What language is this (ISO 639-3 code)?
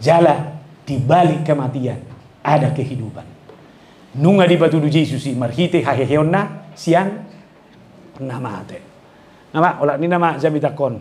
bbc